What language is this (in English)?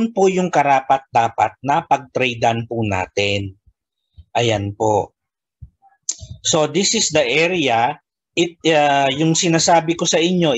Filipino